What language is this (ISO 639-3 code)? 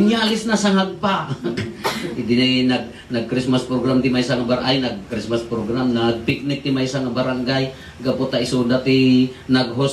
ilo